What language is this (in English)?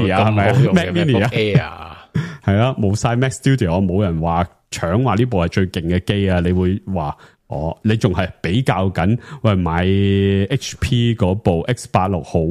Cantonese